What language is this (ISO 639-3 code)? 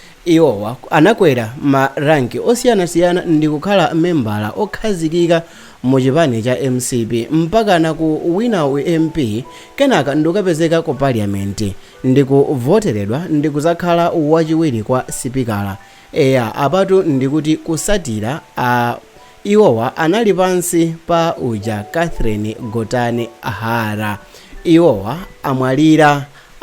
nya